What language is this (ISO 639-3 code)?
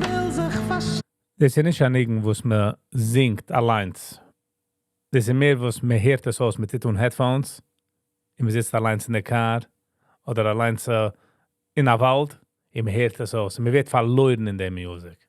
yid